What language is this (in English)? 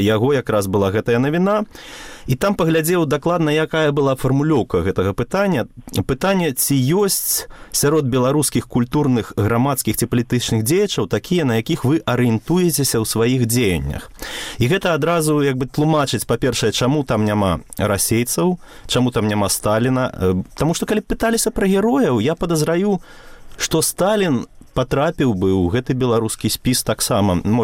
Belarusian